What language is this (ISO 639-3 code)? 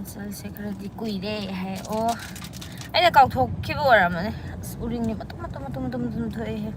mni